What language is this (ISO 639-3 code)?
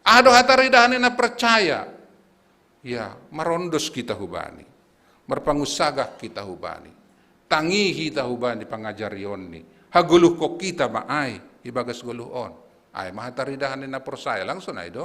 bts